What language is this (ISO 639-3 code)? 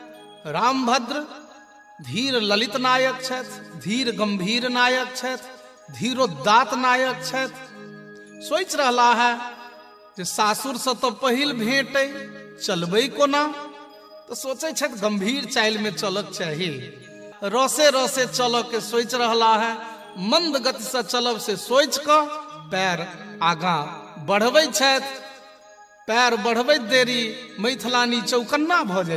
mai